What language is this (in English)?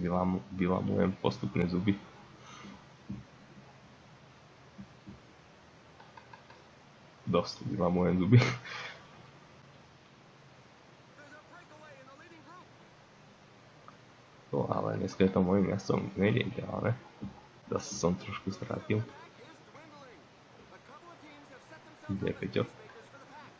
Slovak